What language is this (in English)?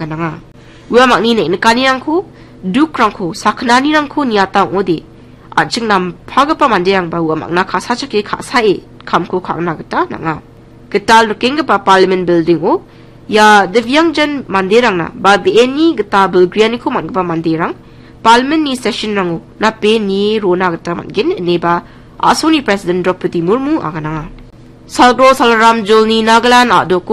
Garo